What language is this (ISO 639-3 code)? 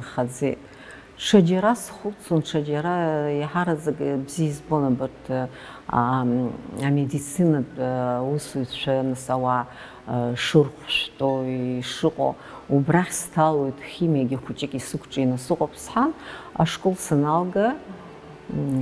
abk